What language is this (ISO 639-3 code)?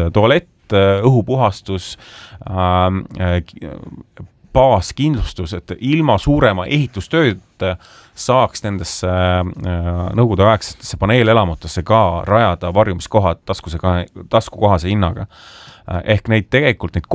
est